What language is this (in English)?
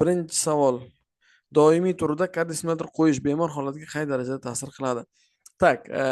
Uzbek